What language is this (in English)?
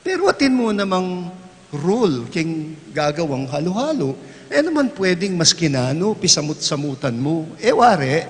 Pampanga